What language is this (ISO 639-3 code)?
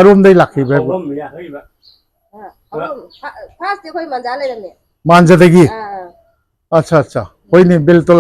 mni